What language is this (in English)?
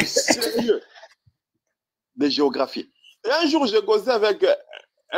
French